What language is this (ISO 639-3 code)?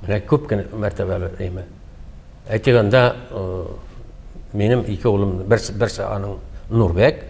tat